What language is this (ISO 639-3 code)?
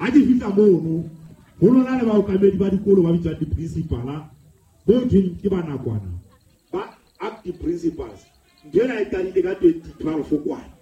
sot